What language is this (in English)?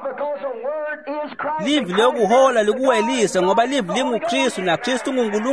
Swati